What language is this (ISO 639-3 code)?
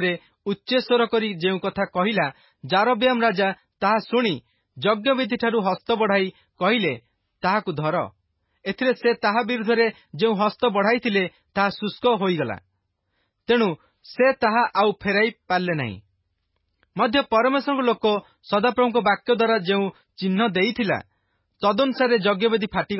ori